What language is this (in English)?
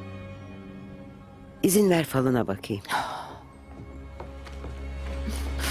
Turkish